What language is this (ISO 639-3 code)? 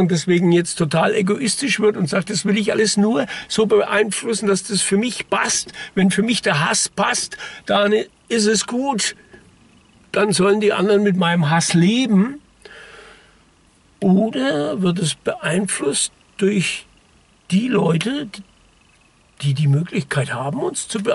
deu